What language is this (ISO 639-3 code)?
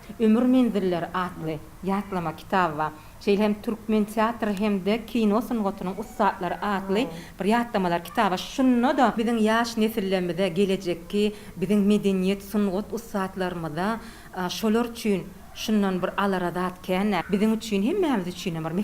tuk